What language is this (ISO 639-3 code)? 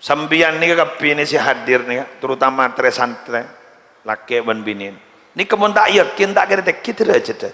mad